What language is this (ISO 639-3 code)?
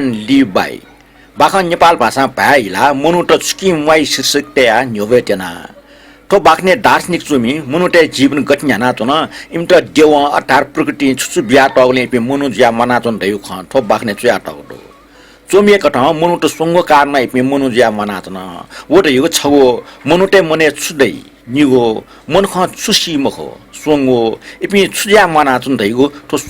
new